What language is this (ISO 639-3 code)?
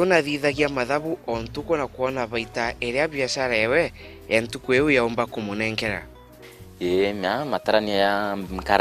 mer